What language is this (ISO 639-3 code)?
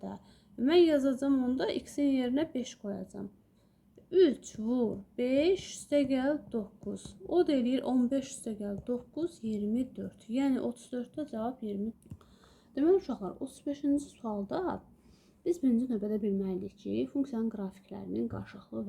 aze